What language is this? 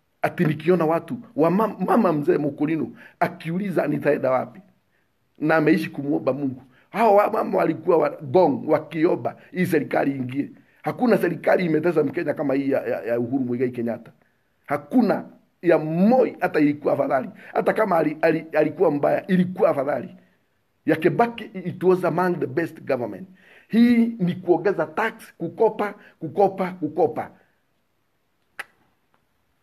Swahili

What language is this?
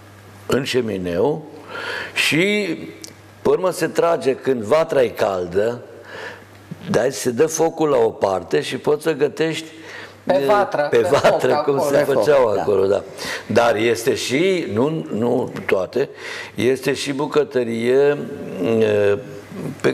Romanian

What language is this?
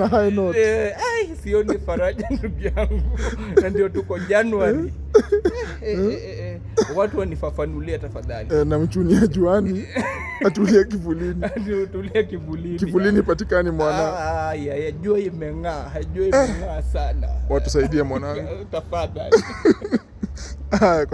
Swahili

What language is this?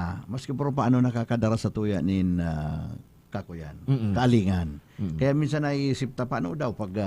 Bikol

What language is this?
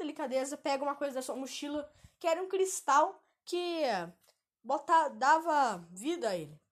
Portuguese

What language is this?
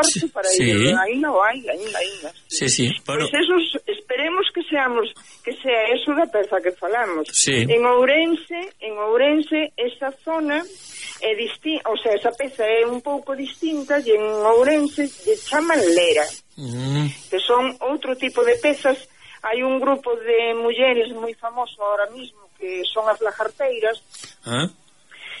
Galician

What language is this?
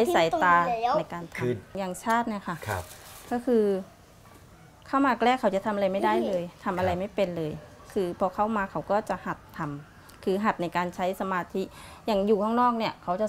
Thai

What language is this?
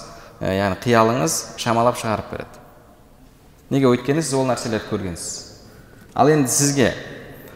Kazakh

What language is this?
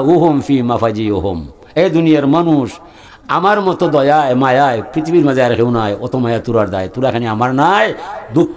Sylheti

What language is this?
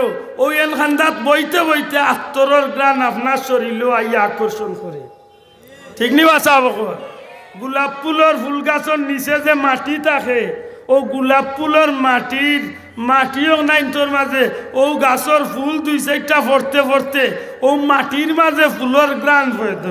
Sylheti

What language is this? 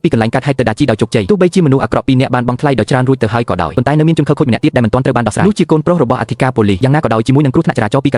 Khmer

